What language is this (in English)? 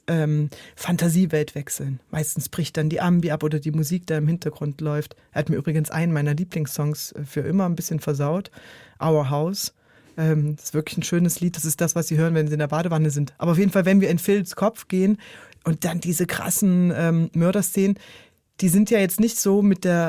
Swiss German